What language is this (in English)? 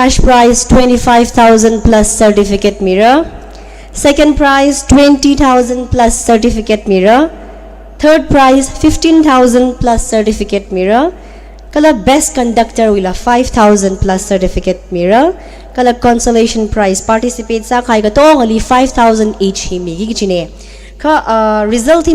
Tangkhul Naga (India)